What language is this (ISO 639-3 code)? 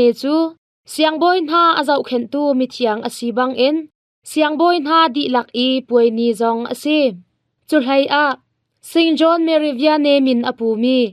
cnh